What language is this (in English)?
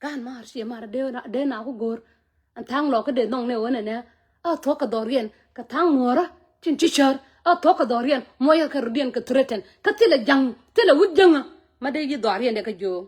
Nuer